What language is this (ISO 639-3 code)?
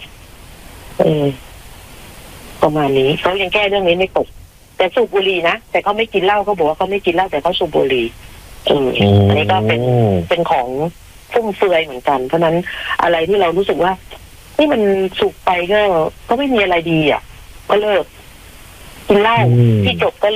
tha